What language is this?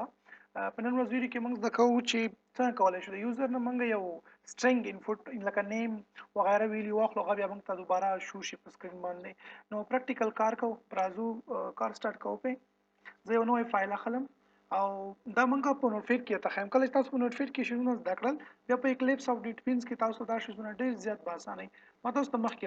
Pashto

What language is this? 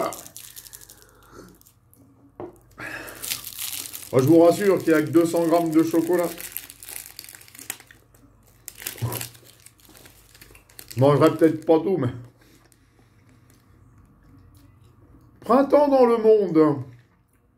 French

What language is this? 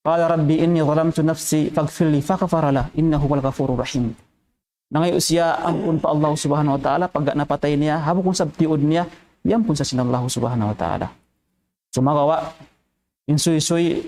Tausug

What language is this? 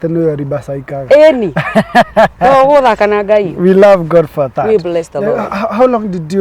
Kikuyu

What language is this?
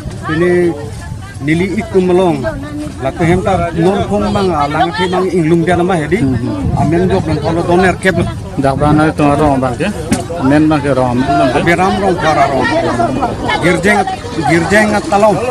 Karbi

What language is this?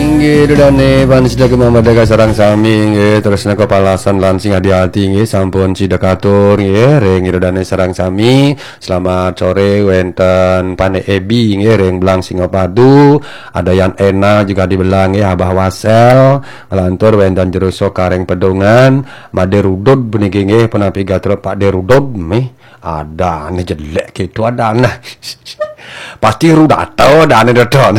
Balinese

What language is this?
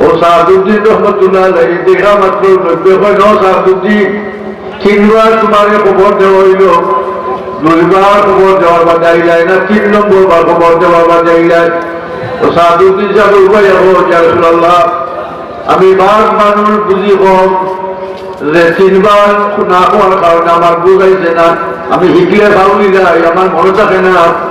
Sylheti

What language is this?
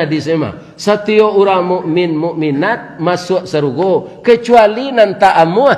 Minangkabau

